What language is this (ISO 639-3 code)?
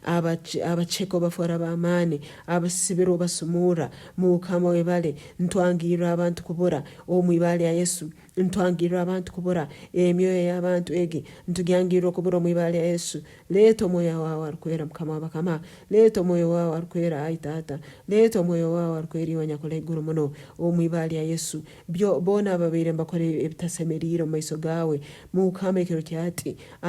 nyn